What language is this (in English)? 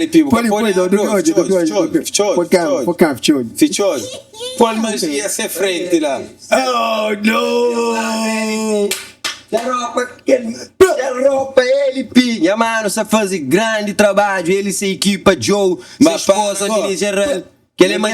Kabuverdianu